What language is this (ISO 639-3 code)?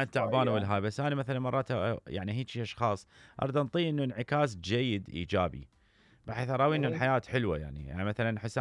acm